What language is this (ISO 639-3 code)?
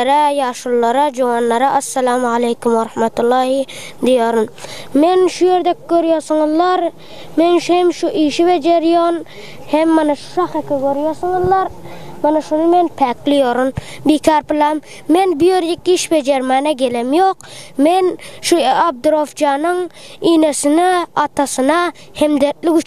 tuk